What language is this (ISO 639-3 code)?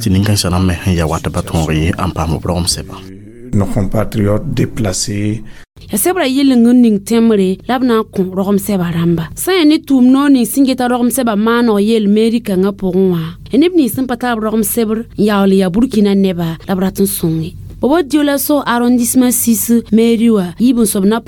mos